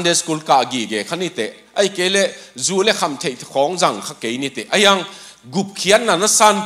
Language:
Tedim Chin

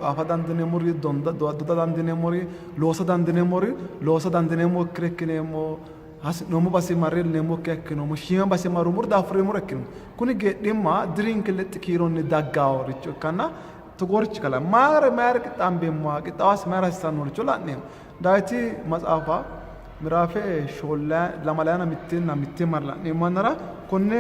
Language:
Sidamo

